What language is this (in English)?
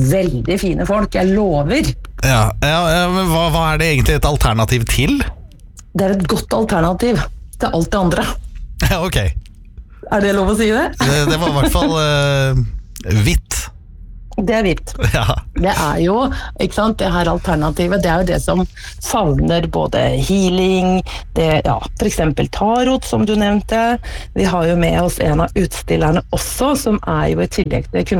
Norwegian